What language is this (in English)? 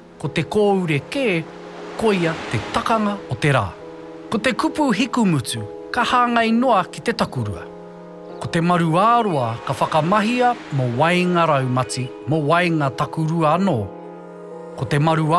Māori